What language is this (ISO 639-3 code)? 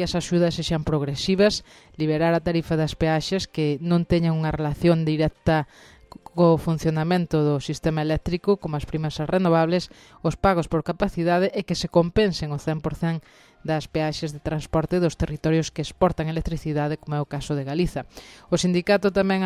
glg